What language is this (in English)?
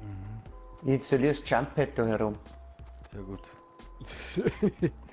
Bavarian